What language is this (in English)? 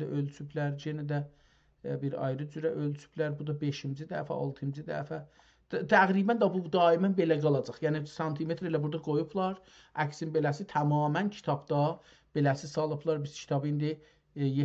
South Azerbaijani